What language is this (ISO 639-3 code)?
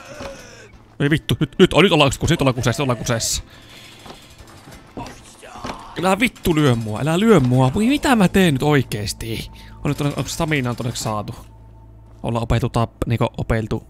fin